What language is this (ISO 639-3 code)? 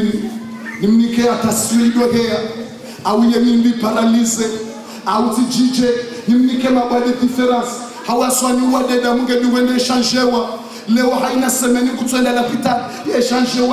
zdj